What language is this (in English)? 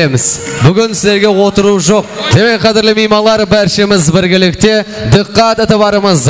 Kara-Kalpak